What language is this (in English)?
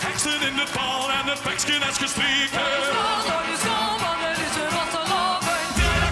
Limburgish